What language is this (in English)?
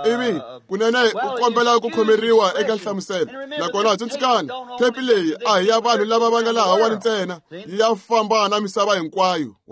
Tsonga